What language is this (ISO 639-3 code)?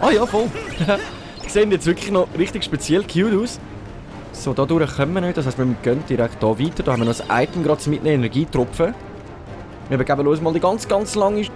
gsw